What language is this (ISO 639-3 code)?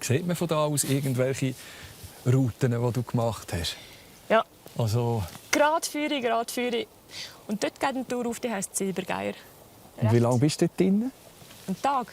gsw